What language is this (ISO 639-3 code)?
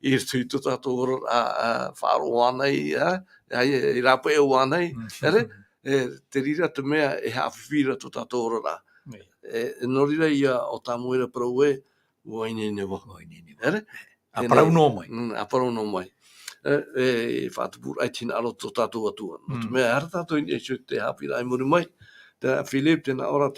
tah